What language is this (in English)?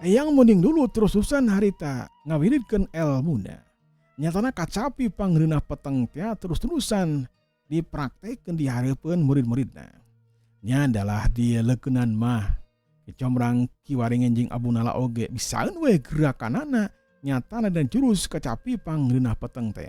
Sundanese